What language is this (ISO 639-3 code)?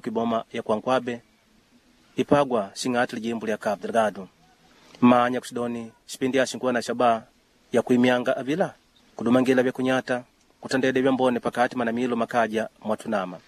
kde